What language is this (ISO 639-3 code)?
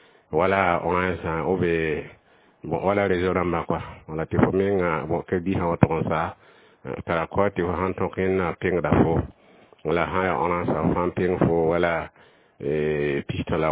mos